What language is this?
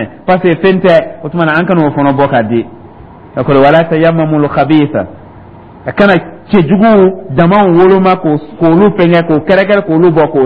Dyula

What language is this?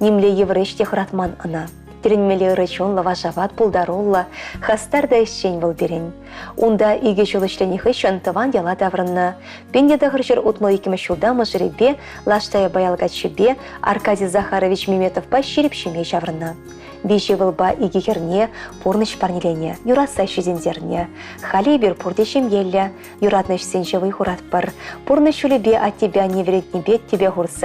Chuvash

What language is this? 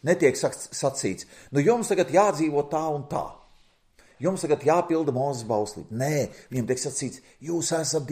Latvian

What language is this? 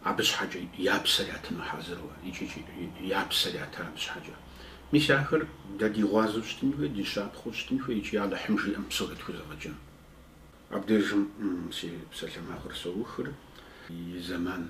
Kabardian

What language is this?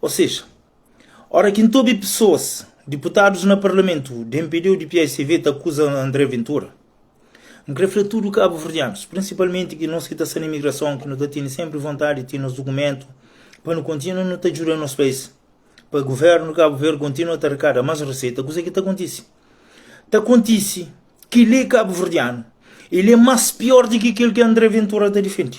Kabuverdianu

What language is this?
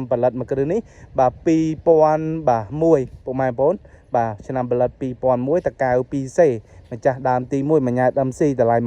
Khmer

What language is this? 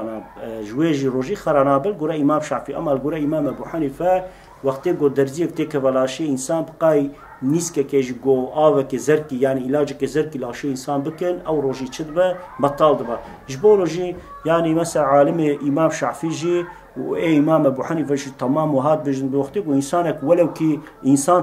Kurdish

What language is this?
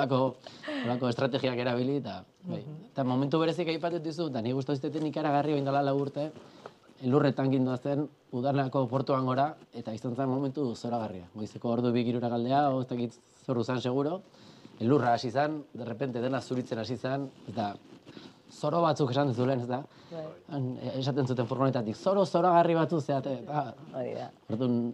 Basque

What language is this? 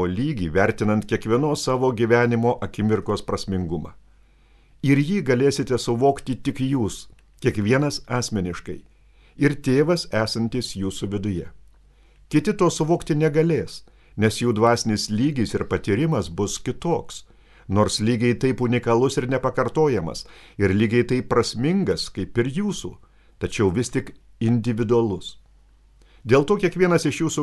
Lithuanian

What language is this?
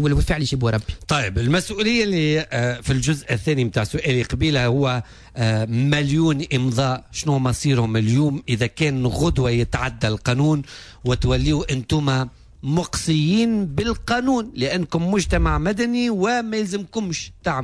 Tunisian Arabic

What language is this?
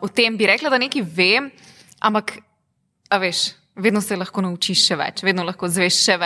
Slovenian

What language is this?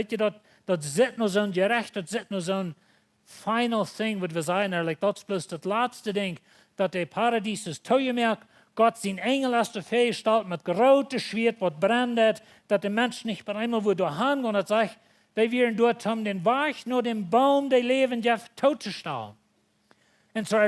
Plautdietsch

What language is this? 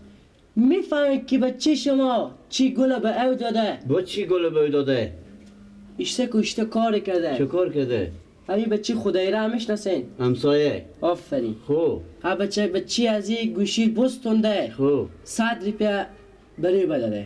Persian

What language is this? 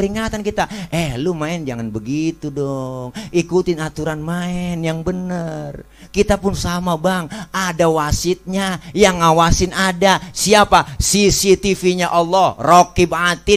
Betawi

